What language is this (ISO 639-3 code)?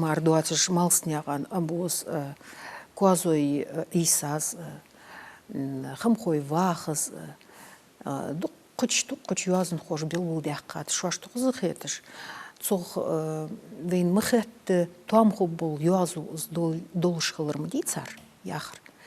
inh